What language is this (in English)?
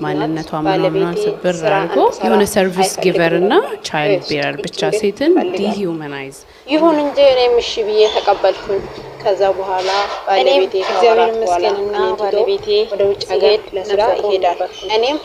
Amharic